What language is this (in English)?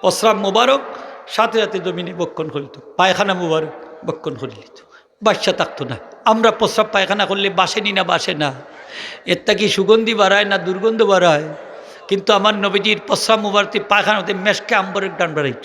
Sylheti